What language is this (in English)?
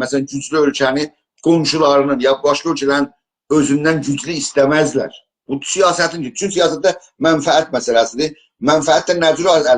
South Azerbaijani